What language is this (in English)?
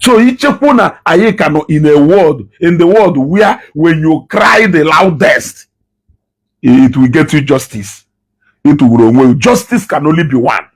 Igbo